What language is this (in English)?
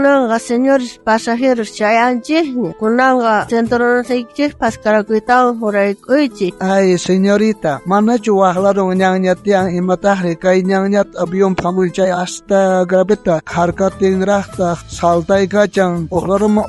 South Bolivian Quechua